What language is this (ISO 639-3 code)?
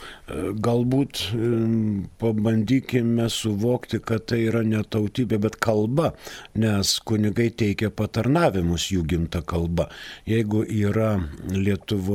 lit